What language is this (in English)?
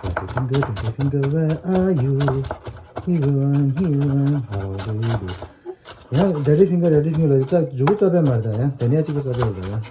Tibetan